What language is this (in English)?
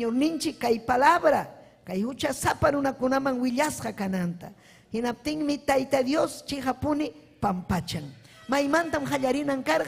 Ayacucho Quechua